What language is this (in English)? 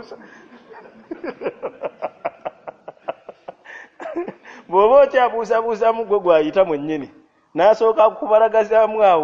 Ganda